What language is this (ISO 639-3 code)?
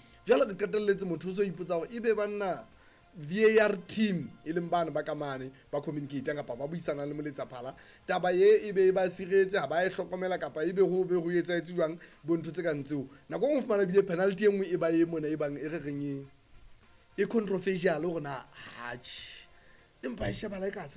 sot